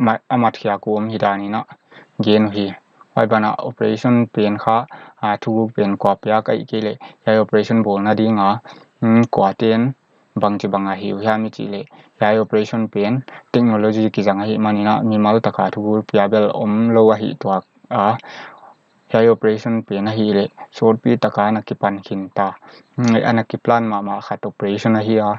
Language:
Paite Chin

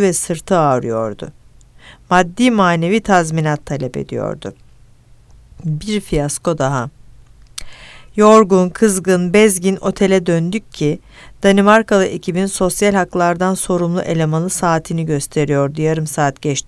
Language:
Turkish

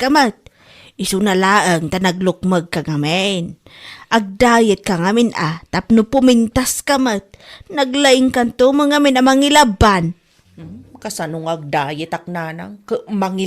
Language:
Iloko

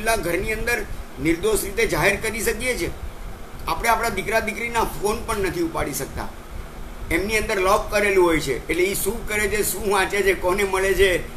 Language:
Gujarati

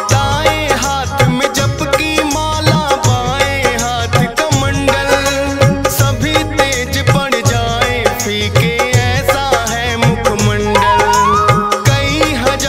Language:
Hindi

